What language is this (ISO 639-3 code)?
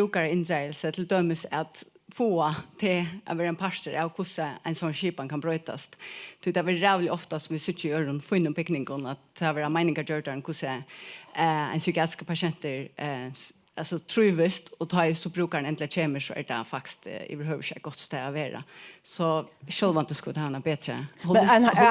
fao